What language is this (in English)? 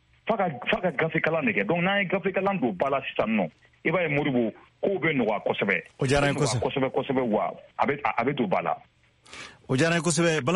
Bambara